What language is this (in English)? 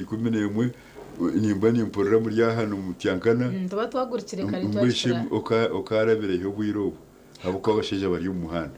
Nyankole